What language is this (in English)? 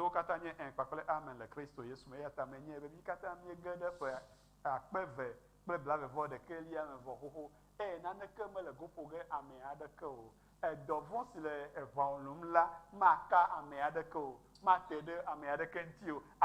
Ewe